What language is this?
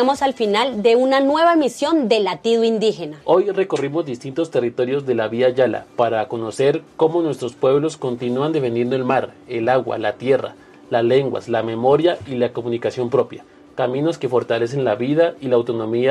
Spanish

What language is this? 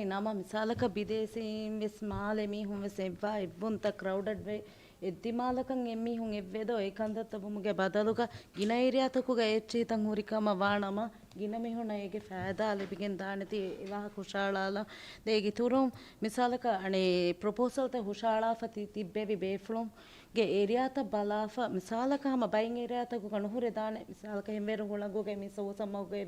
Divehi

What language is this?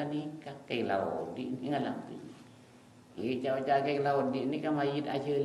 Madurese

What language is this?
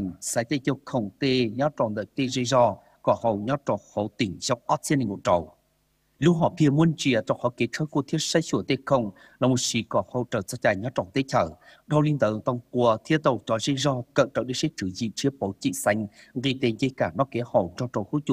Vietnamese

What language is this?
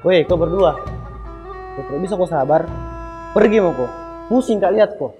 Makassar Malay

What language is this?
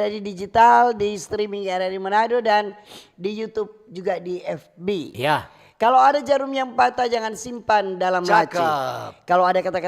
Manado Malay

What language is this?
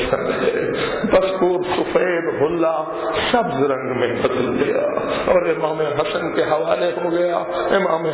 Urdu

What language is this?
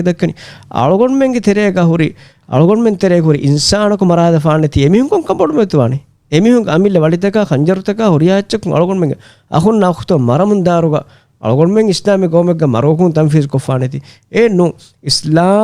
Divehi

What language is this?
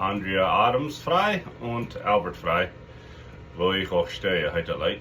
Plautdietsch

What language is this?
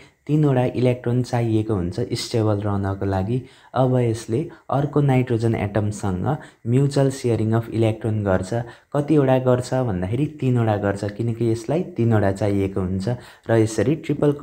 Nepali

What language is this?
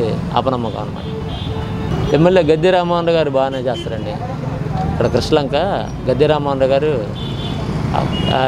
Telugu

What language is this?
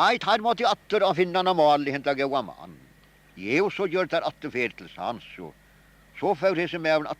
Faroese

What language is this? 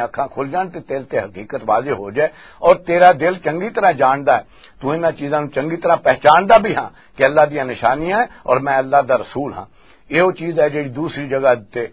Western Panjabi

